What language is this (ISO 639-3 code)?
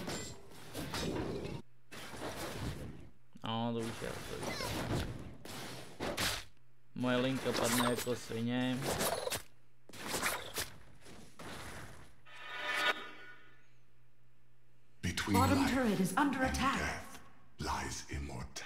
ces